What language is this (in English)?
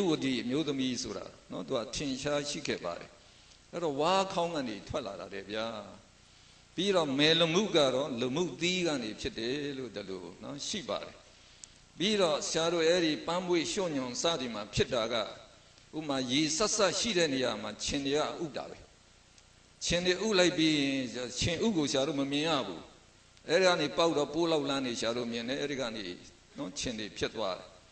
Burmese